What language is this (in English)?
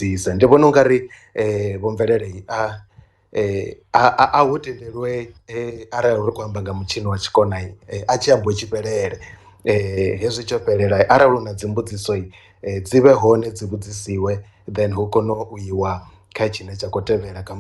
Venda